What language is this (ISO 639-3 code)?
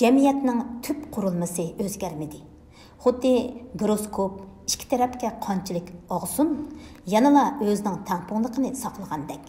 uig